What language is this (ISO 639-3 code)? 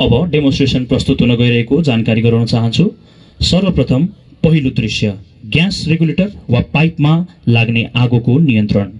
nep